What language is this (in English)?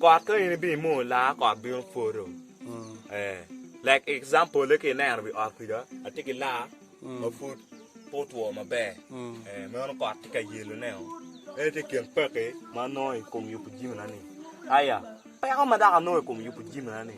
Acoli